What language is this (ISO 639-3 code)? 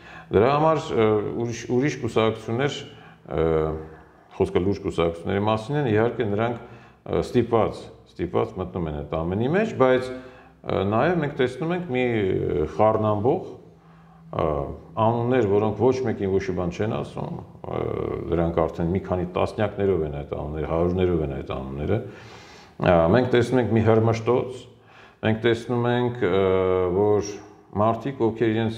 hye